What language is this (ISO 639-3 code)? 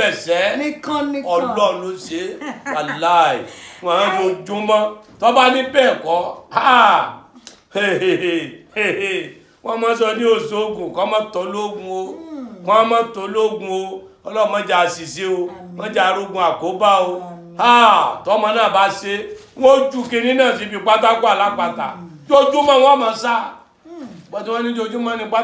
yor